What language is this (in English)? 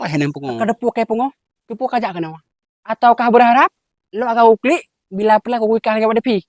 Achinese